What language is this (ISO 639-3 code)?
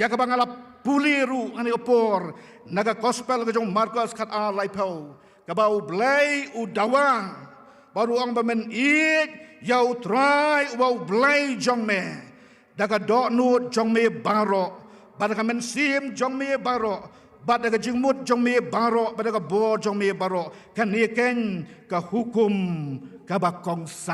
kha